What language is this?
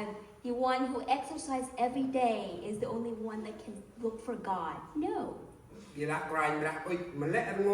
Central Mnong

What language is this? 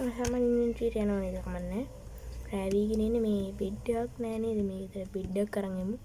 Sinhala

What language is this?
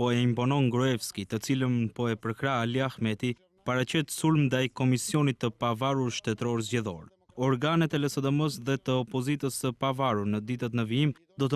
Albanian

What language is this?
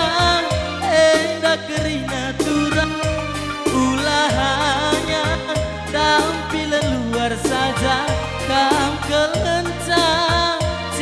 Batak Karo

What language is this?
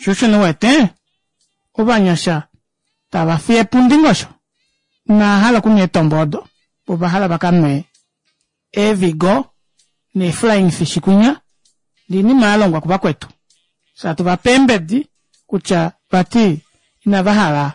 Kuanyama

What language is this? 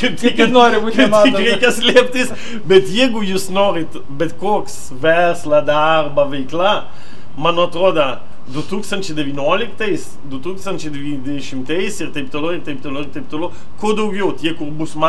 Lithuanian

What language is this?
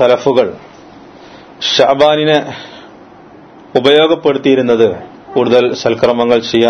Malayalam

